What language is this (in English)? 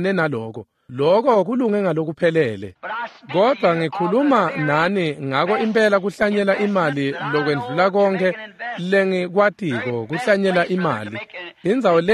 Swati